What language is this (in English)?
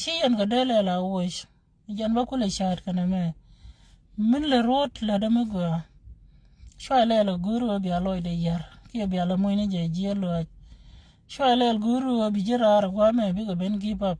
Nuer